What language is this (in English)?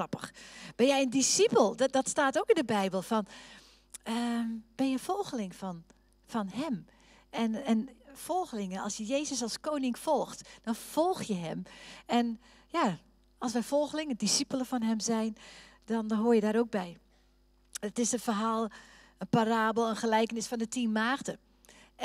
Dutch